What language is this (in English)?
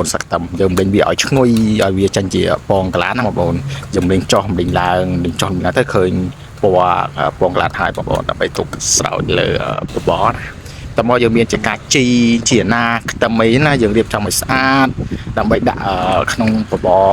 Khmer